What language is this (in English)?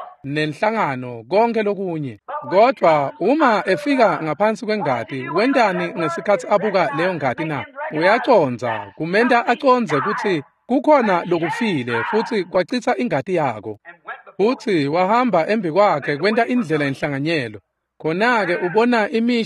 Swati